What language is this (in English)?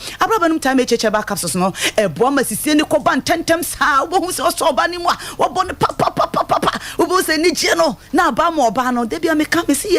Akan